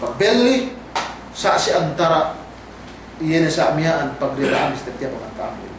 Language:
Yakan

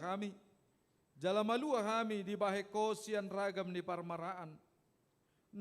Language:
Batak Toba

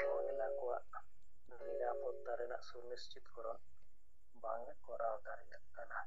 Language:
Santali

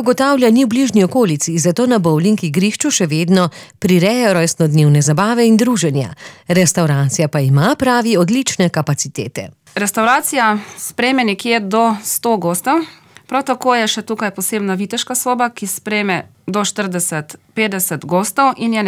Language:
Slovenian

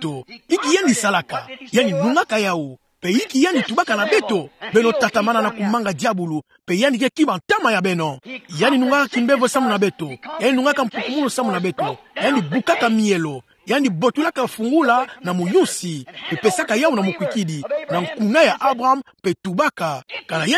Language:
Kituba (Democratic Republic of Congo)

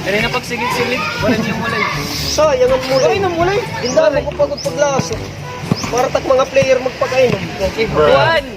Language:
Waray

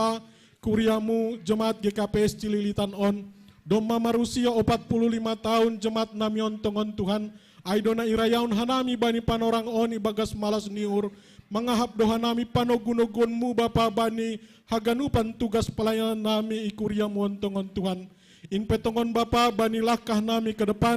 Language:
Batak Simalungun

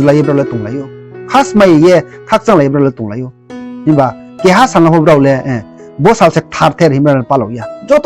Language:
Riang (India)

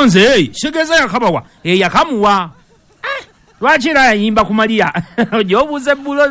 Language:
Ganda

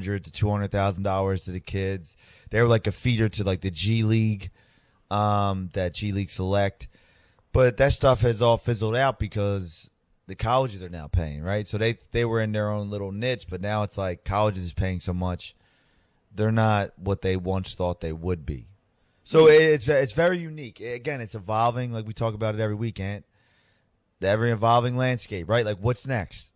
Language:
English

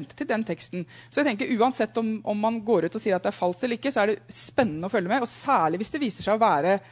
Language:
Norwegian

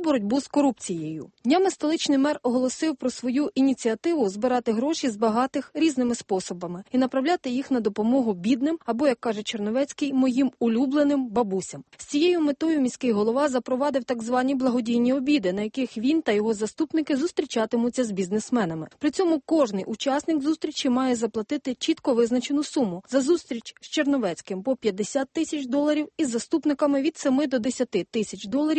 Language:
Ukrainian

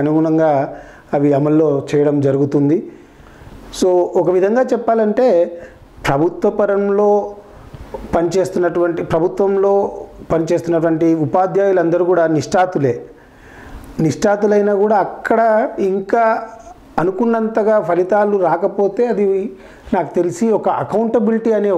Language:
Telugu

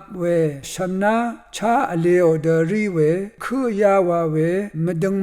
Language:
Rawang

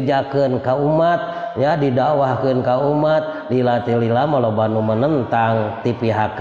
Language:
Sundanese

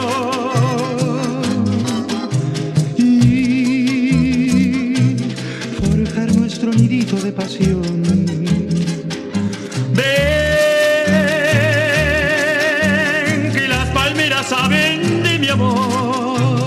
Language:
Spanish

